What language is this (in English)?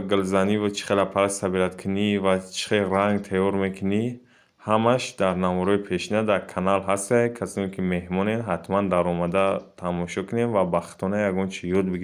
Tajik